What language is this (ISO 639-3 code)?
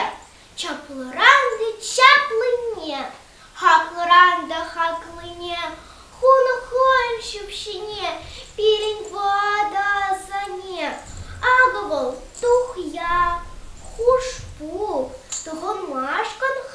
chv